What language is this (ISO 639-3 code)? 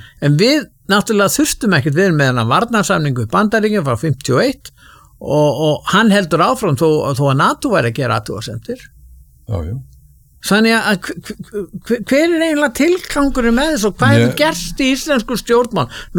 isl